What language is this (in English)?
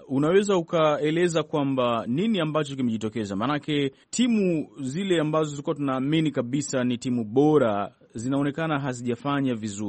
Swahili